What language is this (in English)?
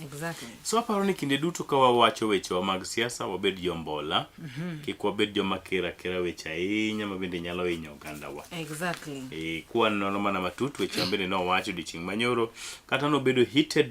Luo (Kenya and Tanzania)